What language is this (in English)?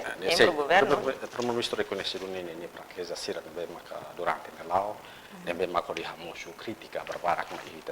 Tetum